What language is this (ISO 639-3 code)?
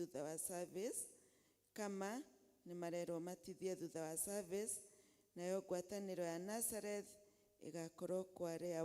kik